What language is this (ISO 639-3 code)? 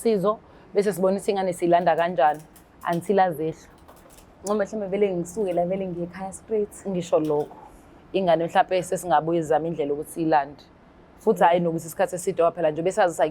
zul